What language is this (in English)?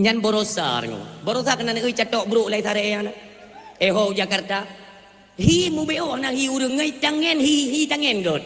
Achinese